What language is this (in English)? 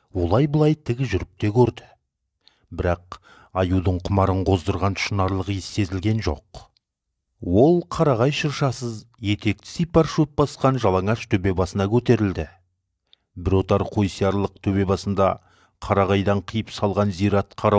Kazakh